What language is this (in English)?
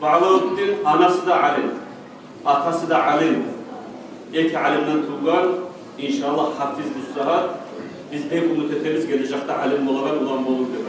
Kumyk